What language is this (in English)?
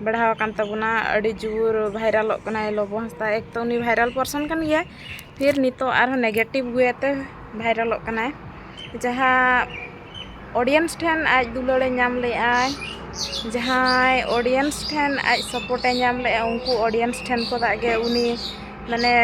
Santali